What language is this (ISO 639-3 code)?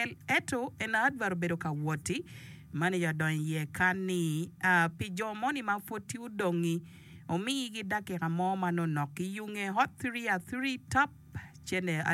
ach